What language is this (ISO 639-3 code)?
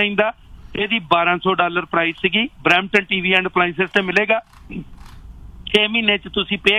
pan